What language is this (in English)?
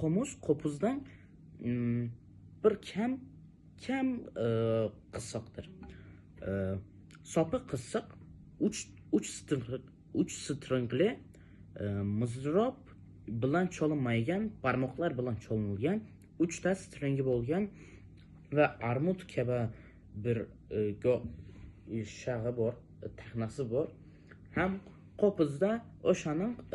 Uzbek